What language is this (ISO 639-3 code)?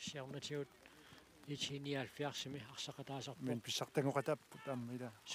kal